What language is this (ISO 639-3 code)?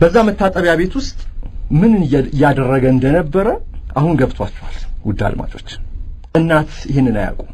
amh